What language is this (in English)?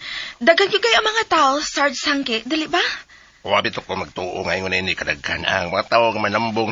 Cebuano